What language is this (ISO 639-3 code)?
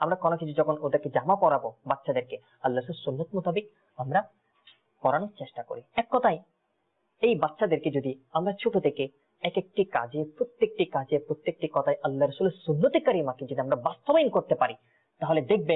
ben